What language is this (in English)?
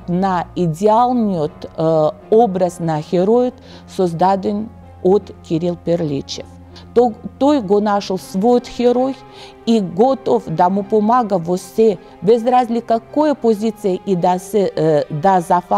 Macedonian